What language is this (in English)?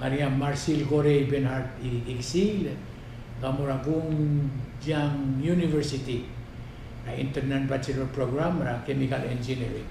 Palauan